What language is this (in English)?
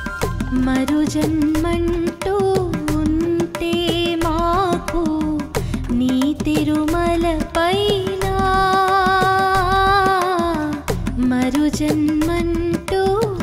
Telugu